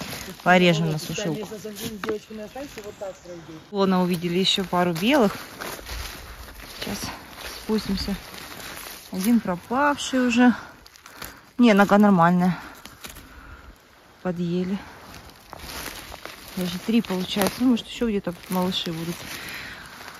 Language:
Russian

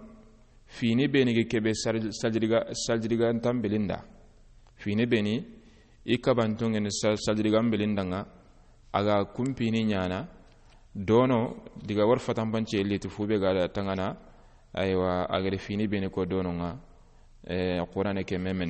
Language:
Soninke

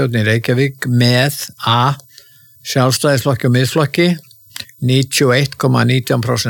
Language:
Icelandic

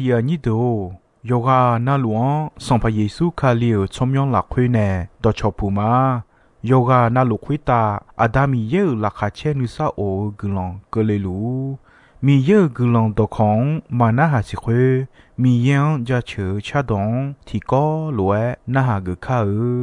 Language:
Akha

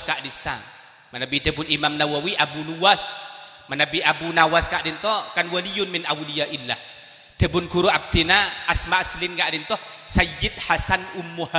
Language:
Madurese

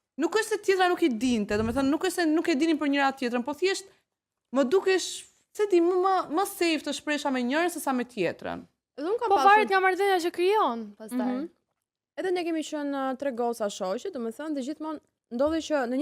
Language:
Albanian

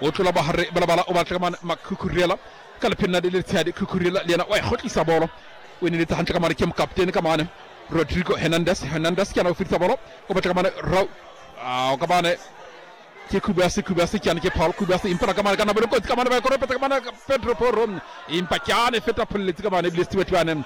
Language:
Southern Sotho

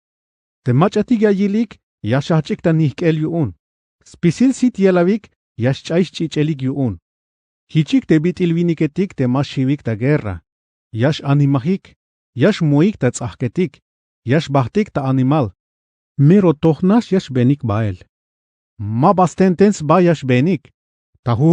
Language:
Tzeltal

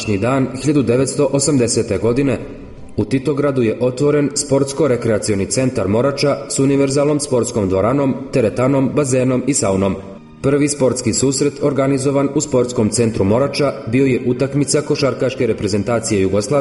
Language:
Serbian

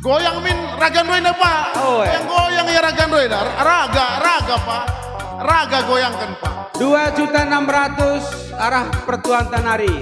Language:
Batak Karo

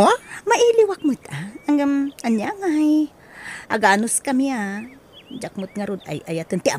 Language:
Iloko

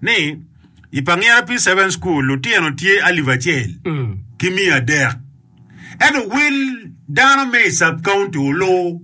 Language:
Acoli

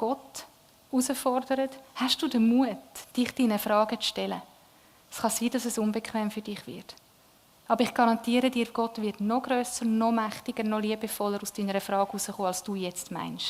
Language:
Swiss German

